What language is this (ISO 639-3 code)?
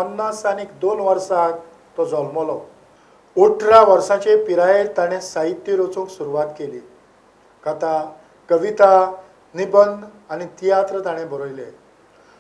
kok